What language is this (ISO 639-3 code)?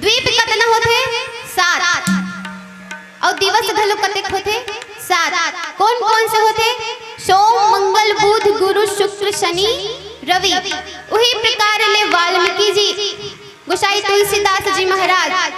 hne